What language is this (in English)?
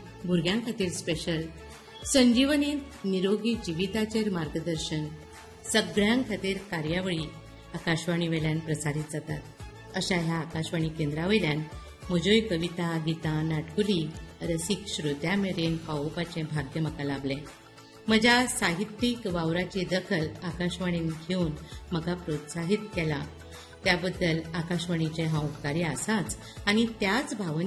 Konkani